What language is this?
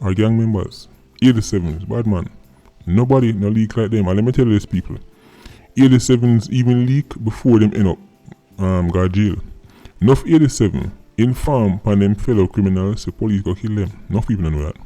Jamaican Creole English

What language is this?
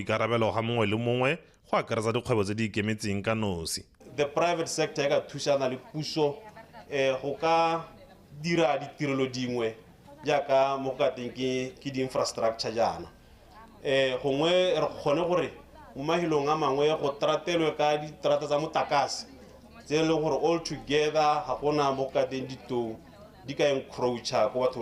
Tswana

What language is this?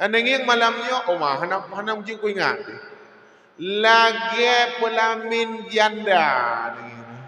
Achinese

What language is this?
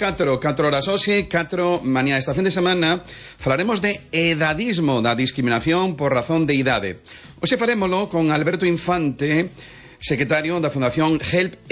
Galician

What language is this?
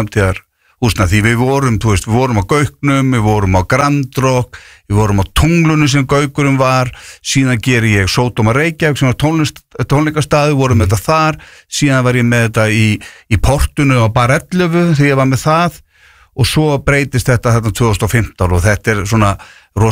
Icelandic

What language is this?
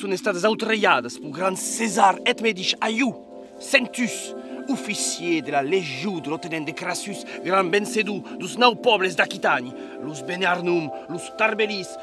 Occitan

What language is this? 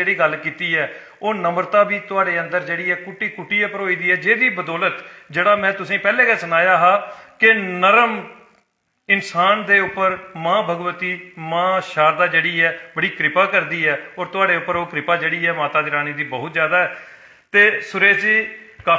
Dogri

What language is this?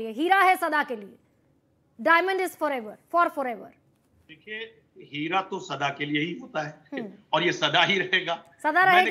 Hindi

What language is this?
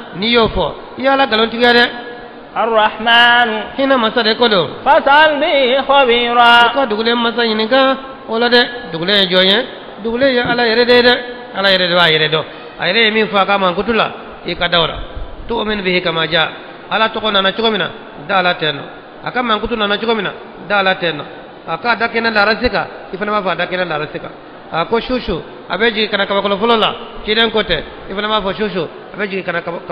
Bambara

